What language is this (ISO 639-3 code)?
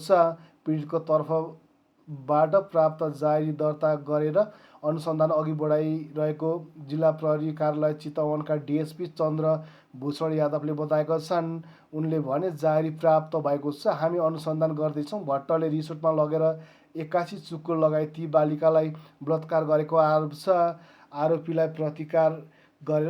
nep